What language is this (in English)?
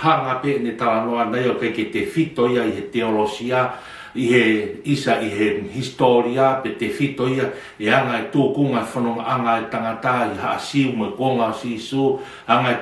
Tongan